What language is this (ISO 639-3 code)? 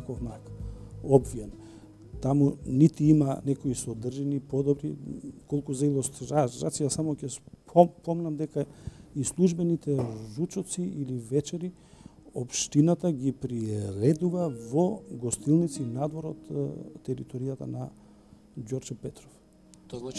mkd